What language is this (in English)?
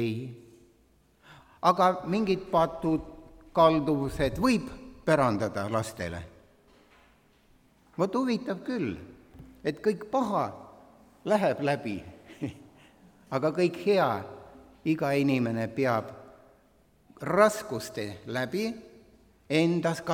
Estonian